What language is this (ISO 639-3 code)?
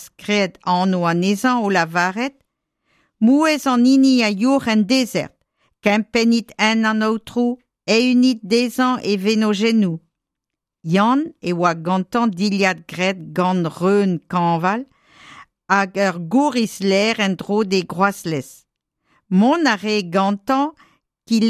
bre